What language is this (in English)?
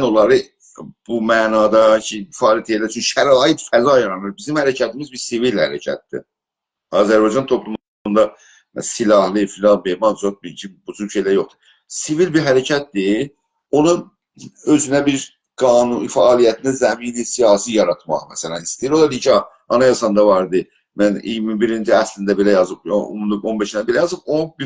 South Azerbaijani